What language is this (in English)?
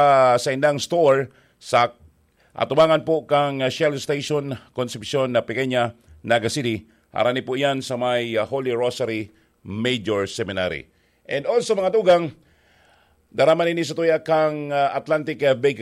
Bikol